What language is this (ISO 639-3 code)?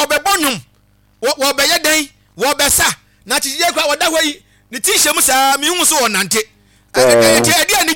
aka